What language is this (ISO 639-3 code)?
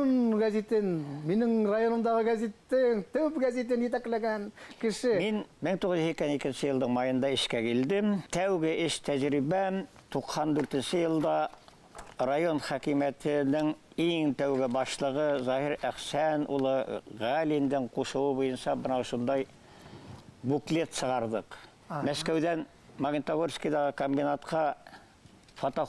bak